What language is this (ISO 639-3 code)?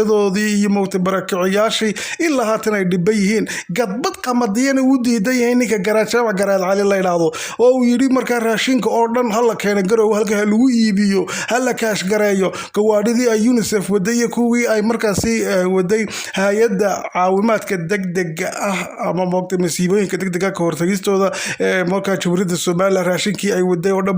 som